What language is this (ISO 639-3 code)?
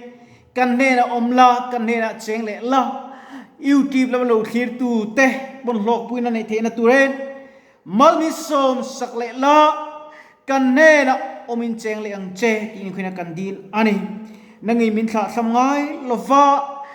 lus